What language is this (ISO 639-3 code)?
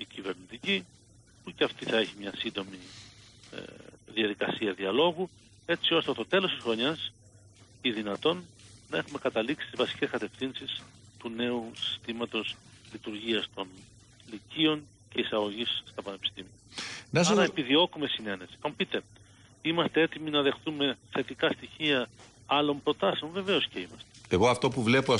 ell